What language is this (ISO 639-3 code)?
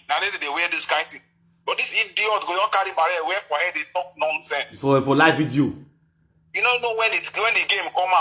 pcm